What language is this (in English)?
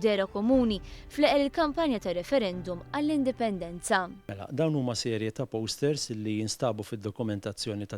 Maltese